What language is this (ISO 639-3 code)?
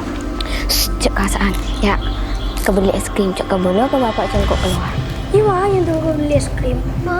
mad